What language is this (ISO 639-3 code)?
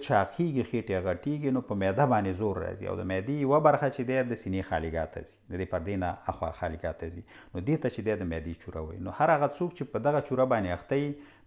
pus